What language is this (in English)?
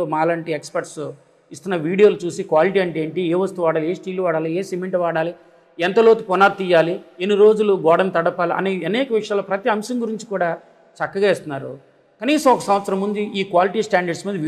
Telugu